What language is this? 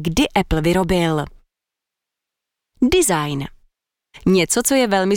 Czech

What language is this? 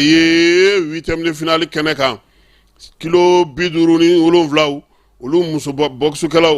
Bambara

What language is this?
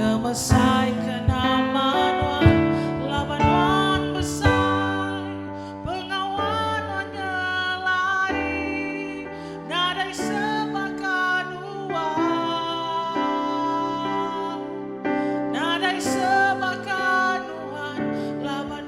Iban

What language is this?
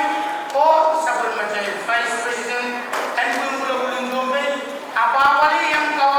Pohnpeian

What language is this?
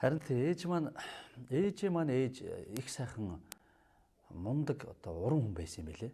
Mongolian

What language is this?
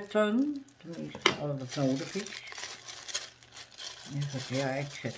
Dutch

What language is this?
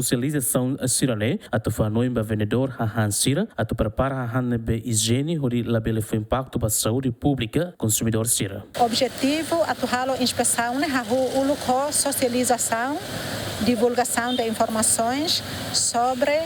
Tetum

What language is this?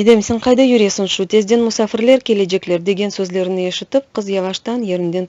Crimean Tatar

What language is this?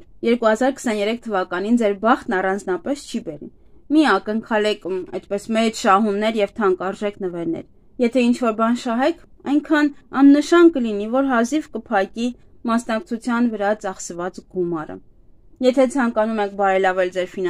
Armenian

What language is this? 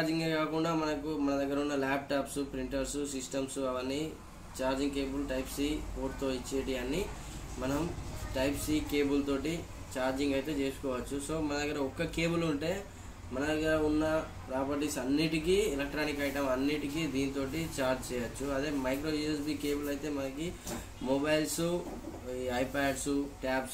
Telugu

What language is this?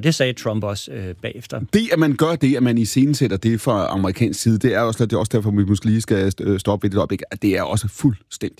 Danish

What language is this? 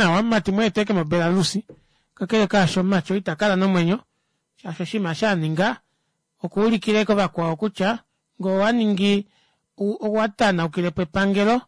Kuanyama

